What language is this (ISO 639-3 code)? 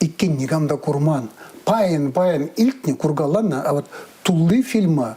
chv